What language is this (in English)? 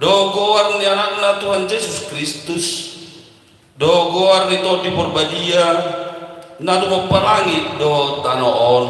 Batak Toba